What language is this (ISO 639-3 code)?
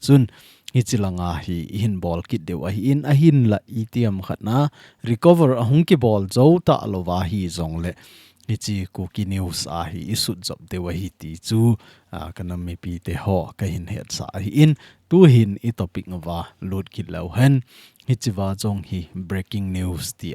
tcz